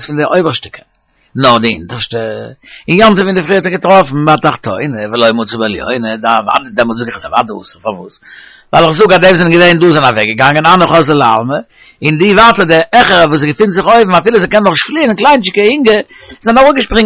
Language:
Yiddish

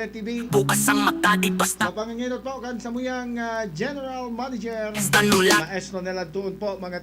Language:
Bikol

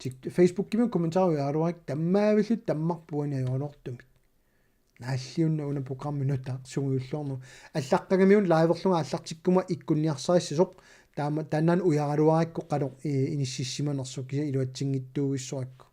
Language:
Kalaallisut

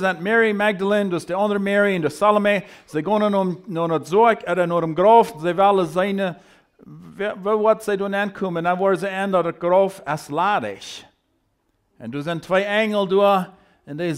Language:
Plautdietsch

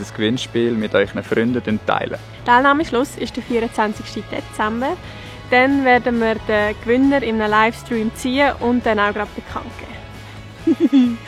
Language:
Swiss German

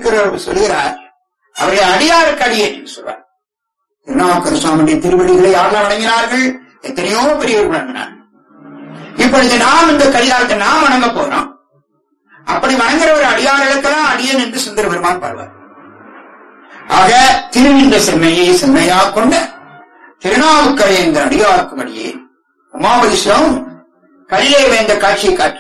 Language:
Tamil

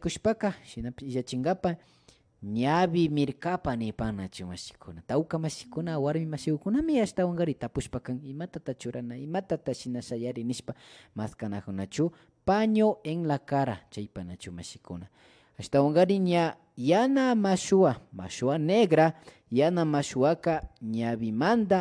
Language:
Imbabura Highland Quichua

